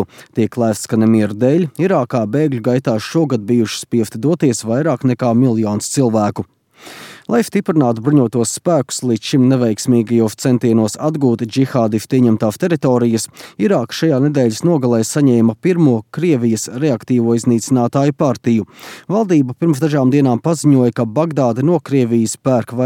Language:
Latvian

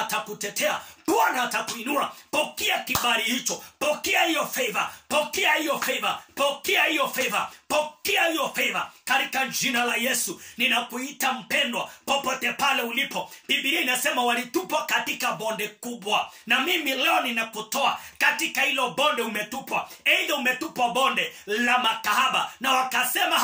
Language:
Swahili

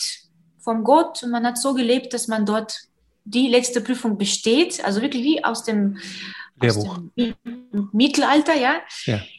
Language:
German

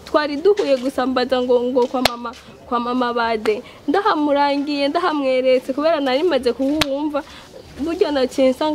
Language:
Rundi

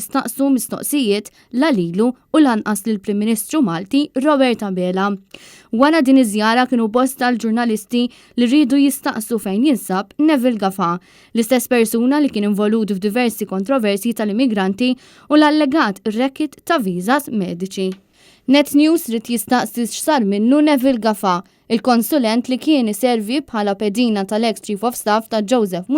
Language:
Maltese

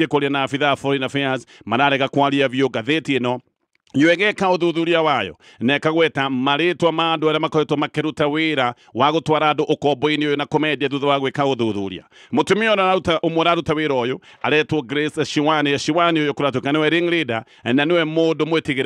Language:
Kikuyu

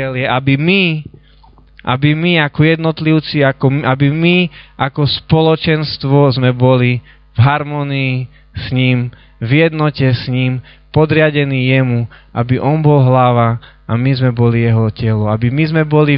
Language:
Slovak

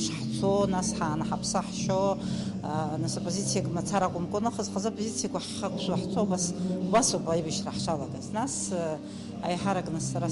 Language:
Abkhazian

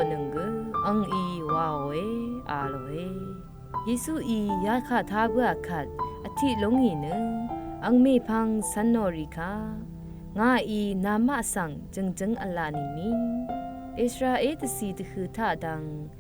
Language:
Rawang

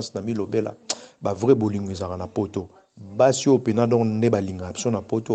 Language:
Lingala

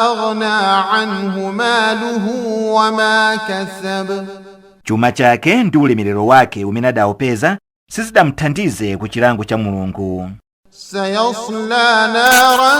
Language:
Nyanja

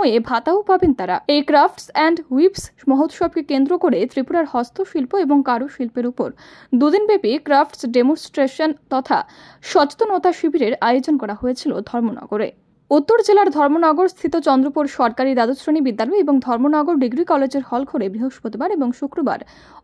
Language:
Bangla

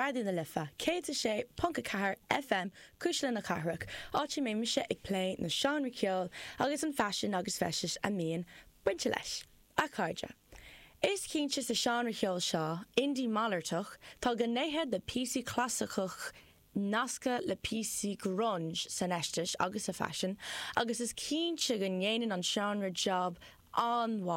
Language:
Irish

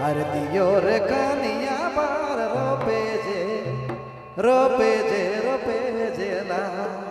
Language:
Sadri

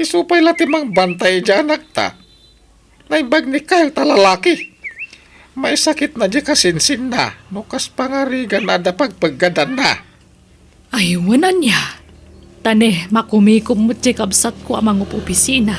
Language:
Iloko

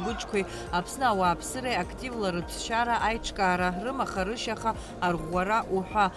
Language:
Abkhazian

